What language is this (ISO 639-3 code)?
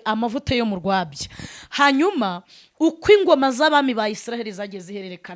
kin